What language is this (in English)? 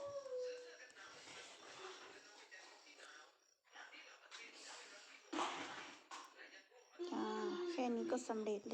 Lao